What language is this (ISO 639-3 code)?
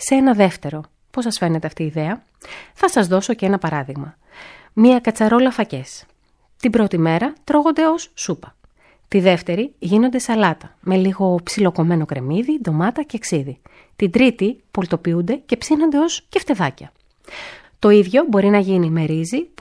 ell